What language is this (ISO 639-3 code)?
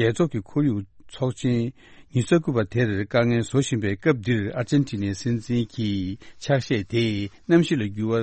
bod